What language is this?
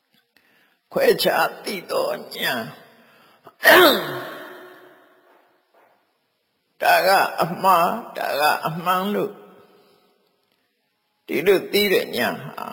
Burmese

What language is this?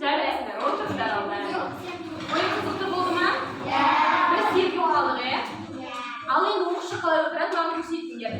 Kazakh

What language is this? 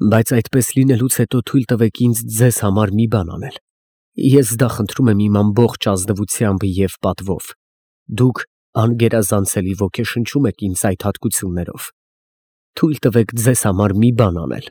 Armenian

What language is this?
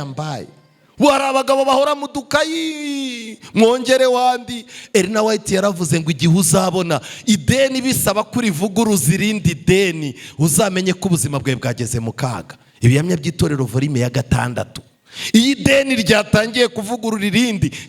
Kinyarwanda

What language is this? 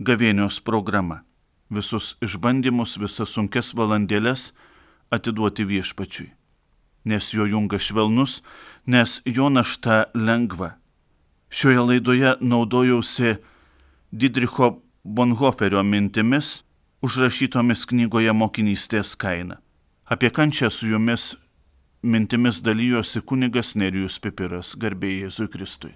Lithuanian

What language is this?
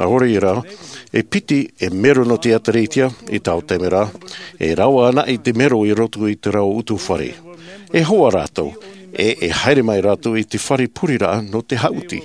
Tahitian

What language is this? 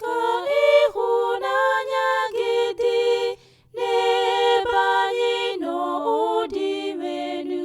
Igbo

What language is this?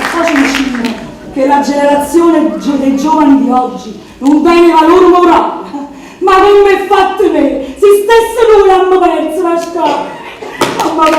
Neapolitan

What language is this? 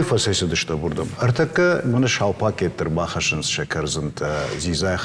Ossetic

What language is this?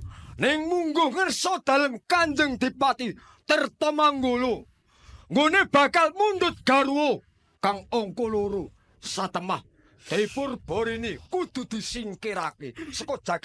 Javanese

